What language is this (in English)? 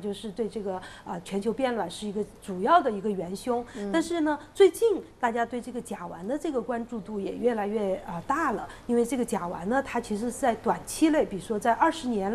Chinese